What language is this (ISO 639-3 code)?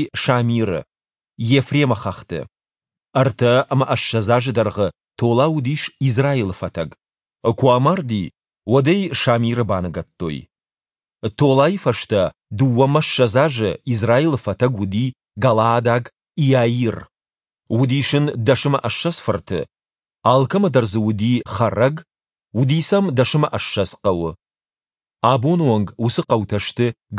oss